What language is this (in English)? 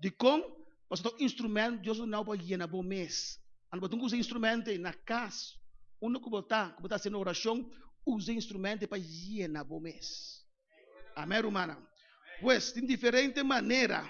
Papiamento